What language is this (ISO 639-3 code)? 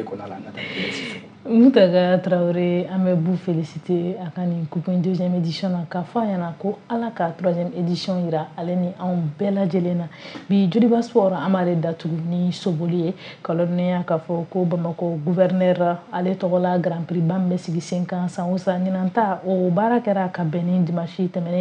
bam